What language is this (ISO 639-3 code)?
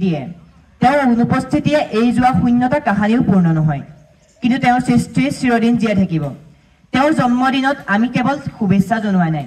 asm